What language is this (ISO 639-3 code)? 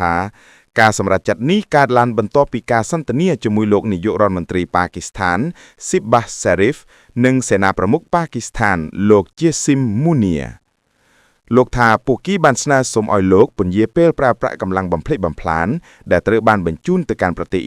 khm